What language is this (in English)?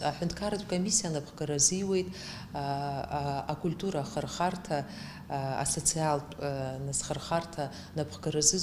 Abkhazian